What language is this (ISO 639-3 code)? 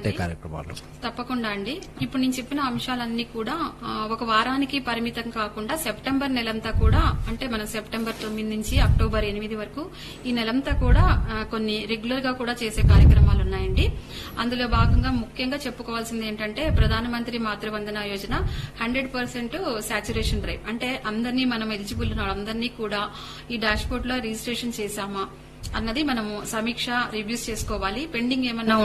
tel